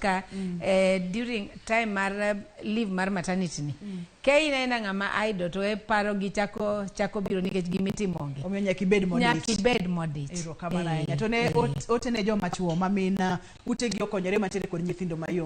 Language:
Luo (Kenya and Tanzania)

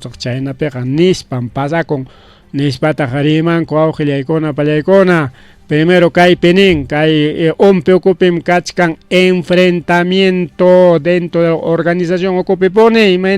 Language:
Ayacucho Quechua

